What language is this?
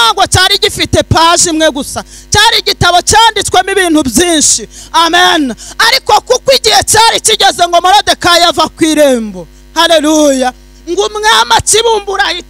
Kinyarwanda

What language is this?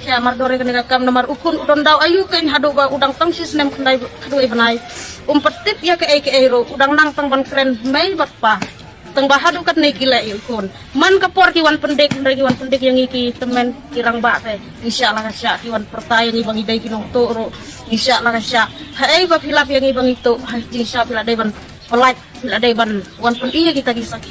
Khasi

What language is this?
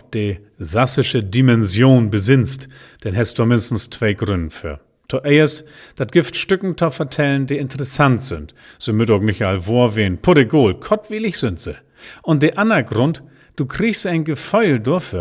Low German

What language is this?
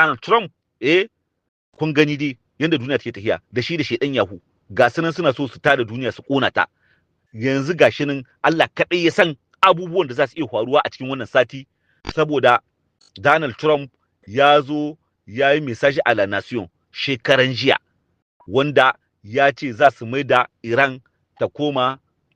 Hausa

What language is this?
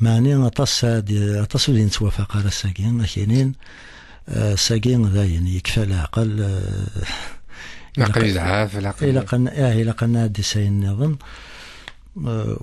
Kabyle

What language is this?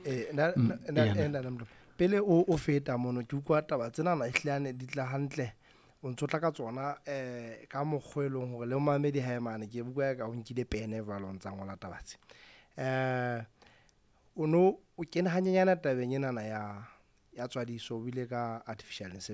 Southern Sotho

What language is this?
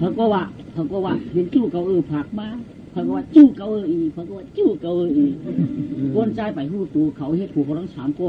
Shan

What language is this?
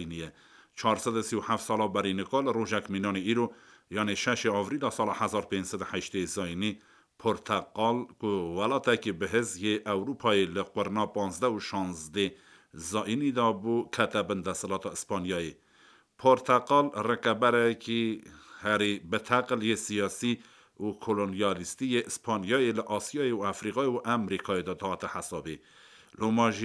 Kurdish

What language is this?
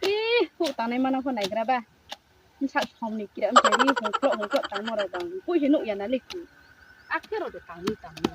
Riang (India)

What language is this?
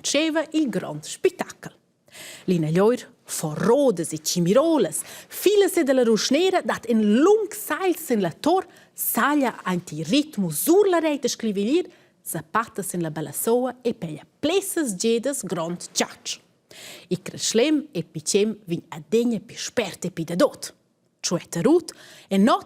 Romansh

